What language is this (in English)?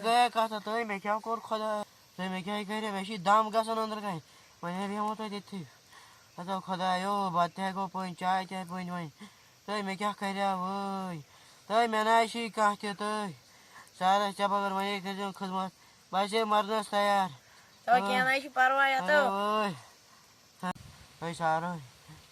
Kashmiri